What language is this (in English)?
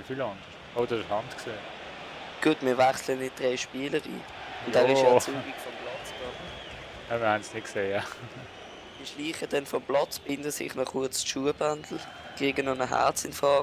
Swiss German